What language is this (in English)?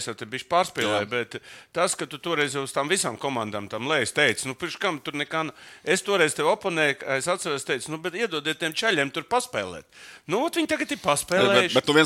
Latvian